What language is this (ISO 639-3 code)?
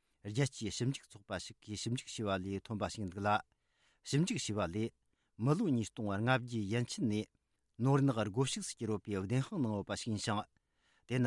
bod